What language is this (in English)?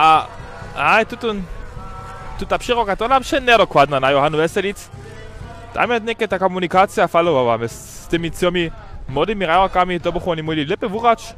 Upper Sorbian